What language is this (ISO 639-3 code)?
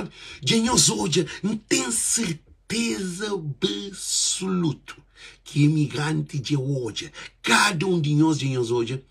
kea